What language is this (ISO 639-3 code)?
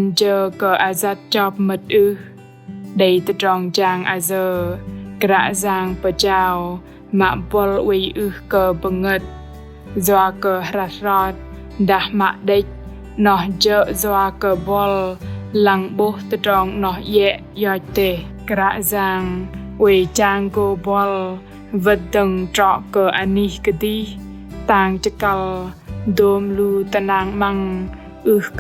bdq